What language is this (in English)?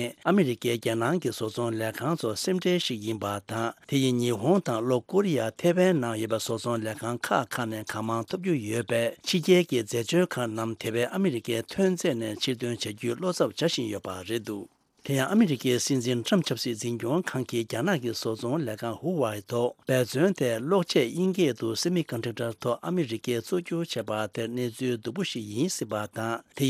Tibetan